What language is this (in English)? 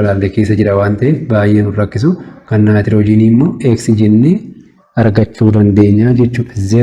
Oromo